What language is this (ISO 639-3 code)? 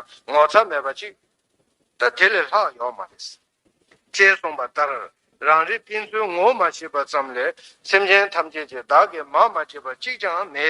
bod